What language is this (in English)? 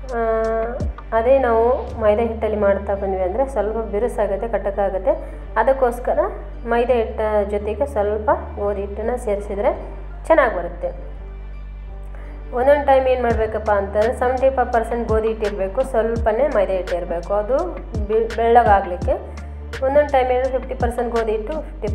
Kannada